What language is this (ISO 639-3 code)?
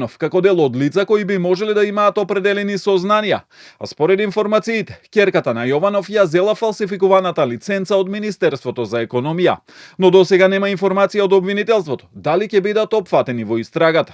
mkd